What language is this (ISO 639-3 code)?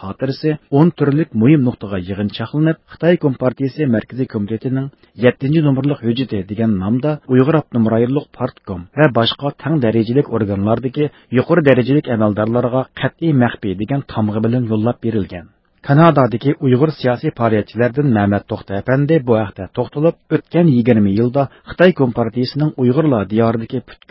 uig